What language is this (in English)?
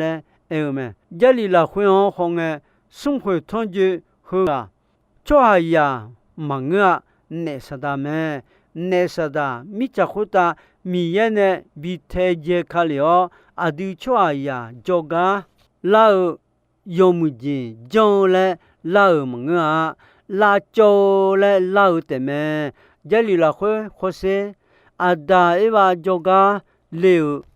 Akha